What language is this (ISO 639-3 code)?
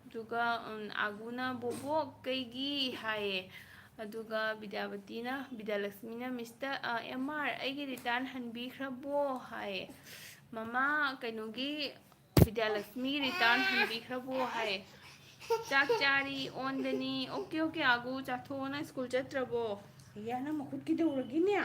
mni